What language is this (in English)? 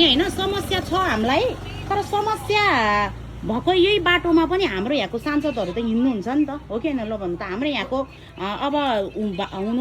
Nepali